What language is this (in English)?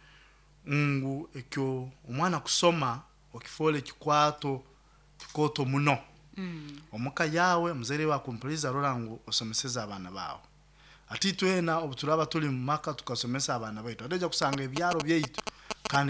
Nyoro